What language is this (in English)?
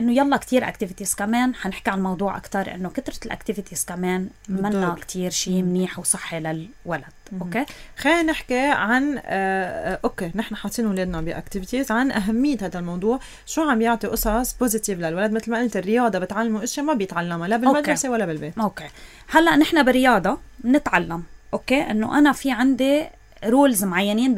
North Levantine Arabic